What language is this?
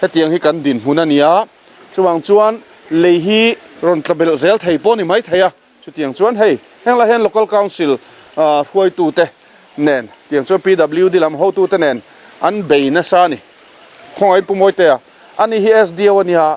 Mizo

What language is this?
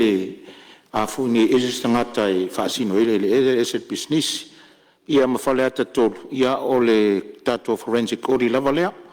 Samoan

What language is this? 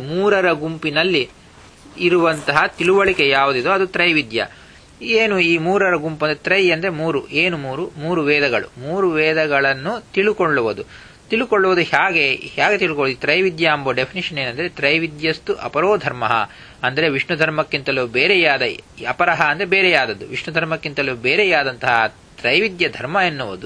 Kannada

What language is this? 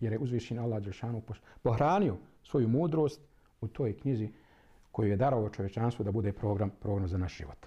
Bosnian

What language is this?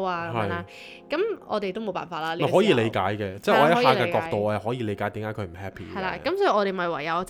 Cantonese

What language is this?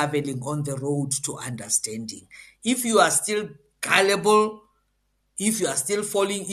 English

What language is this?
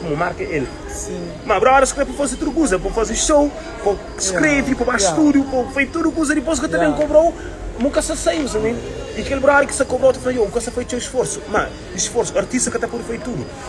Kabuverdianu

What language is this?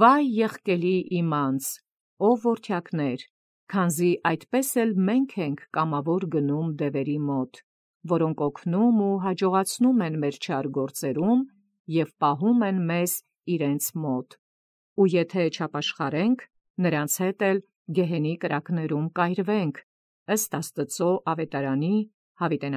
Armenian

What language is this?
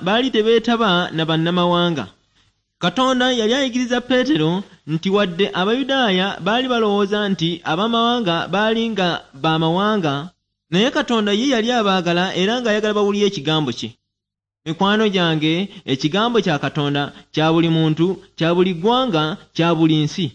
Ganda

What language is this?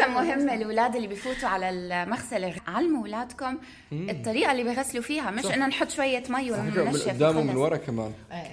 North Levantine Arabic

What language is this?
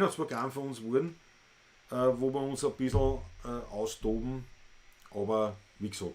Bavarian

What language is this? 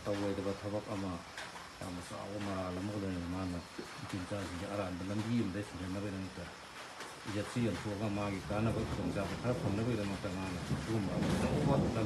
Manipuri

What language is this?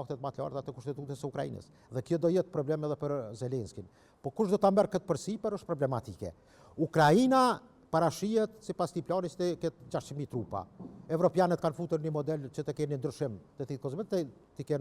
Albanian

